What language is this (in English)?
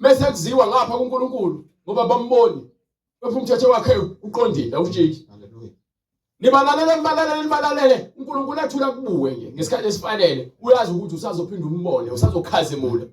Zulu